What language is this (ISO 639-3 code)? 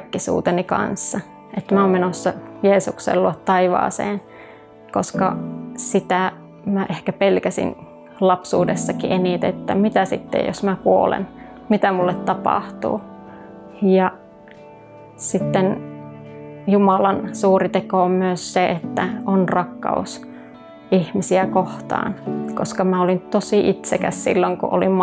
fin